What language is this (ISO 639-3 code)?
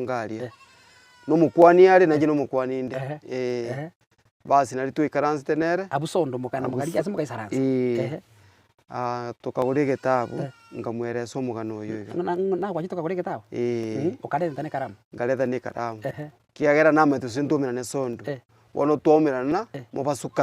guz